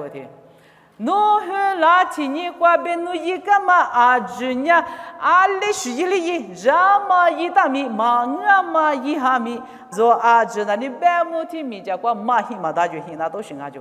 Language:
Lisu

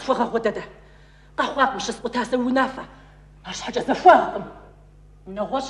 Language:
Kabardian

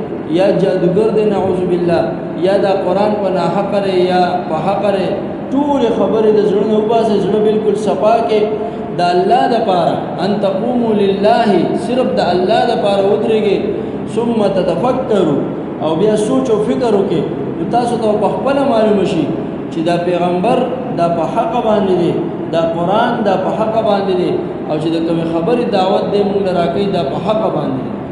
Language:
Pashto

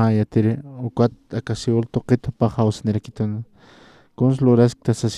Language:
Aymara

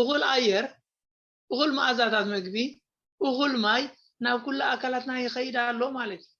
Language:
Tigrinya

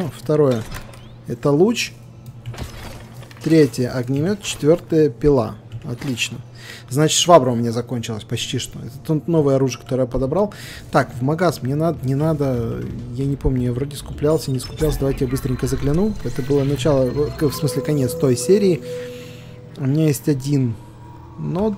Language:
Russian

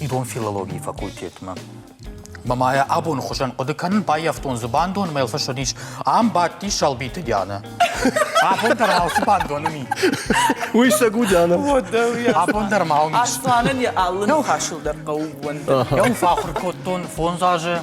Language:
Ossetic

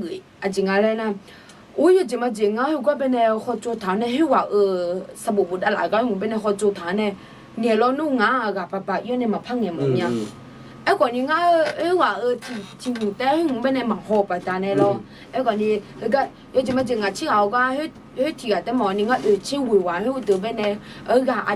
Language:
Akha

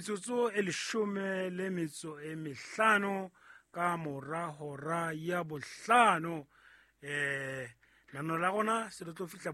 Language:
Southern Sotho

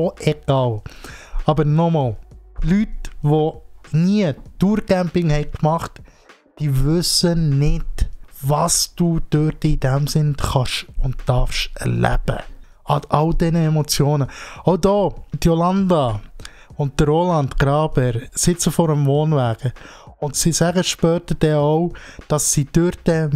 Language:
Swiss German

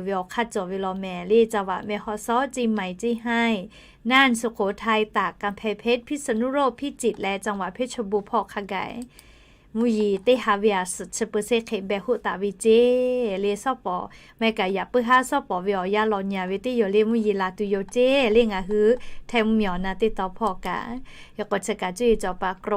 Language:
Lahu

